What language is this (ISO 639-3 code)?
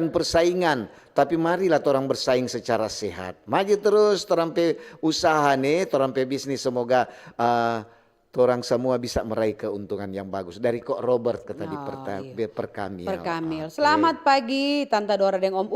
xmm